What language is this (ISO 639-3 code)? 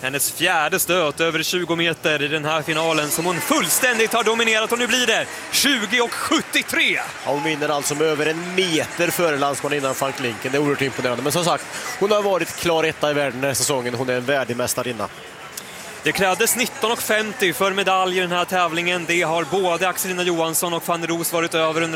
swe